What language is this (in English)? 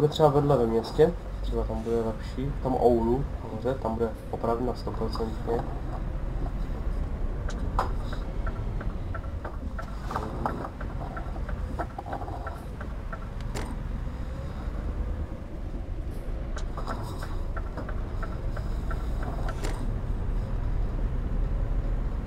Czech